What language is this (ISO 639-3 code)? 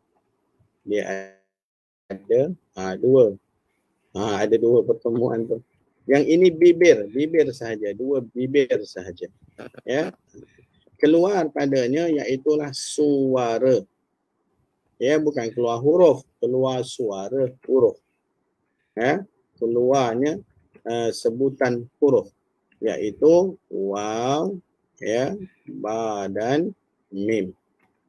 msa